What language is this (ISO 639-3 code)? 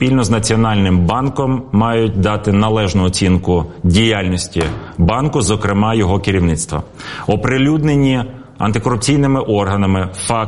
ukr